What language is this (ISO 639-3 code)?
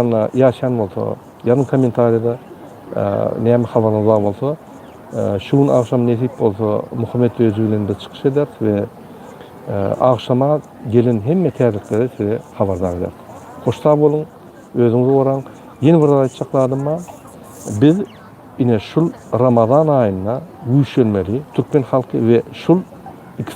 tuk